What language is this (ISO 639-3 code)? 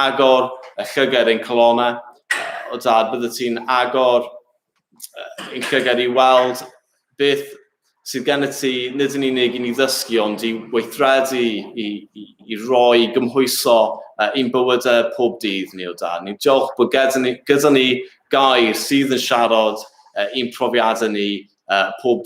cym